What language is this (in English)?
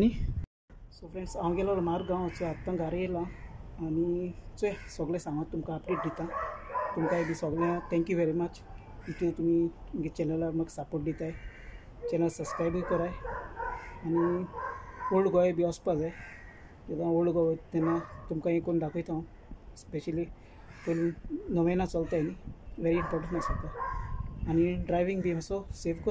Konkani